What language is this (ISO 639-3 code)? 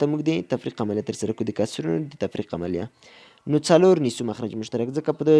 pus